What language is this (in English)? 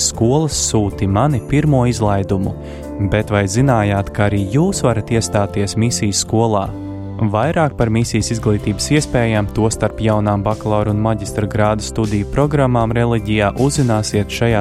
Latvian